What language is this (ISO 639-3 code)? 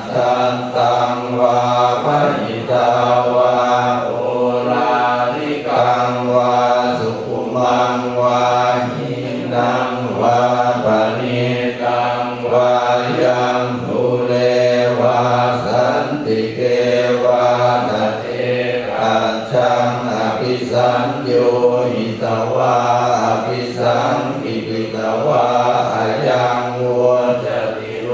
pli